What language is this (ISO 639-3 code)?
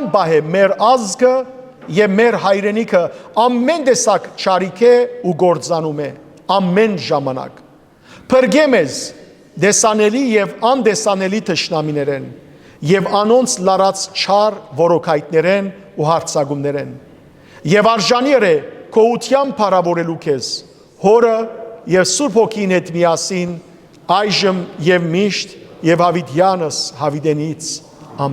hyw